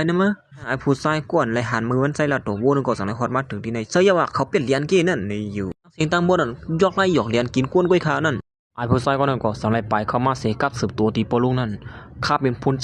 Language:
Shan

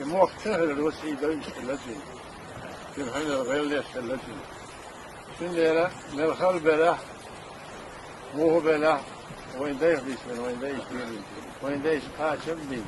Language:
Chechen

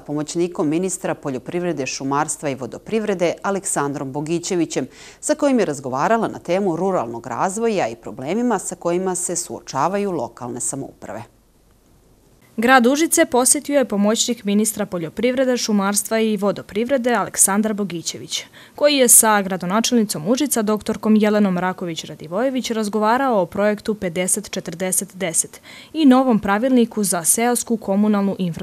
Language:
Serbian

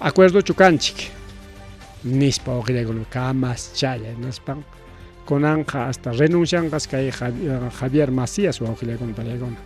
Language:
Ayacucho Quechua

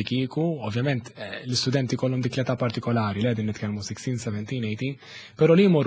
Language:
Maltese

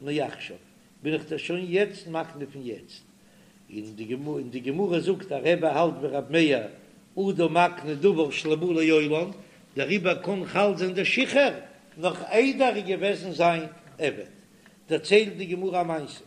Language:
Yiddish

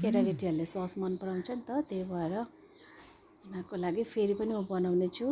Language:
Nepali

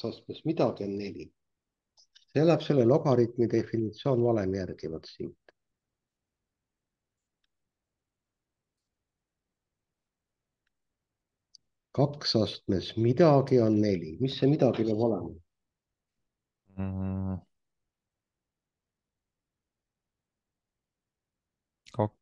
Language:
Estonian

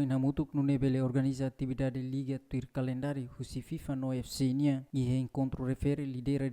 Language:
Tetum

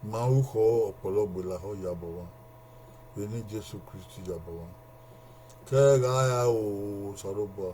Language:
Bini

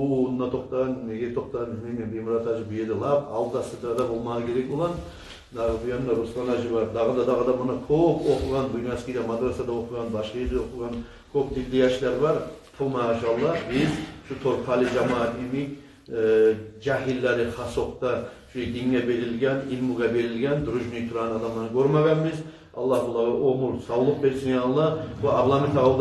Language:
Kumyk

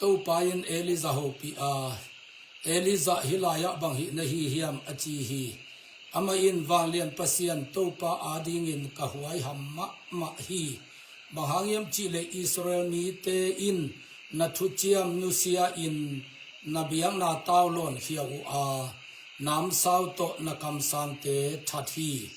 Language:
Tedim Chin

